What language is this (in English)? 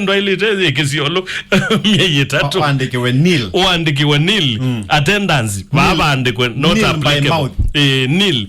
Kamba